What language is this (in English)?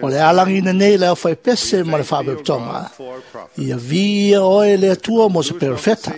Samoan